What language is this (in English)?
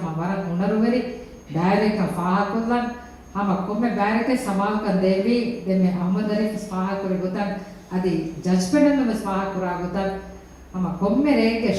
Divehi